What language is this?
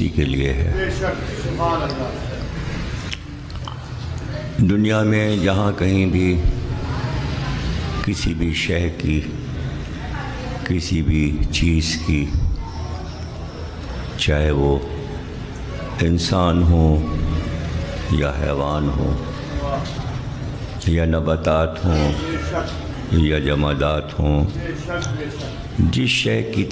Urdu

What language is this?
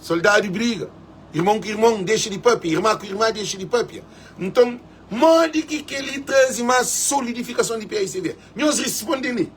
Kabuverdianu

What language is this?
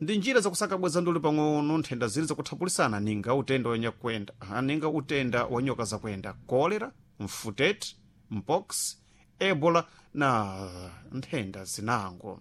Sena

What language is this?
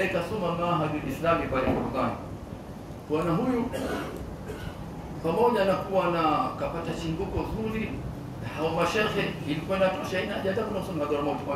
Swahili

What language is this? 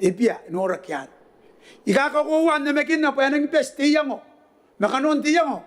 Gilbertese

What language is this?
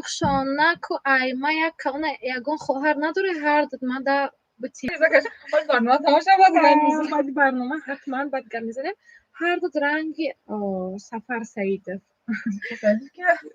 Tajik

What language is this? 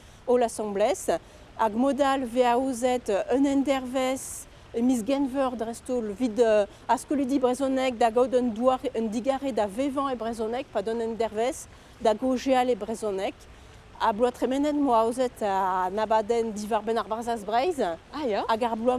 Breton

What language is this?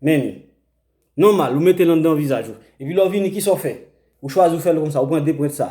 Haitian Creole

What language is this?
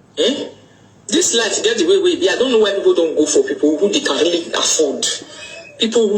Nigerian Pidgin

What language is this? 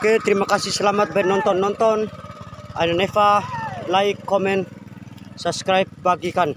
Bima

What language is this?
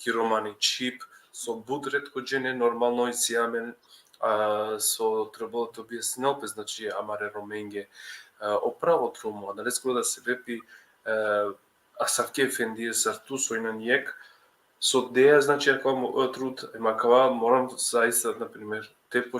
Balkan Romani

